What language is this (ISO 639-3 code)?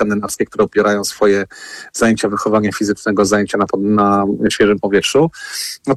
pol